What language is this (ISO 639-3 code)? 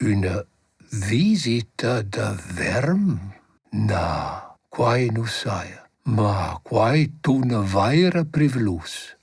roh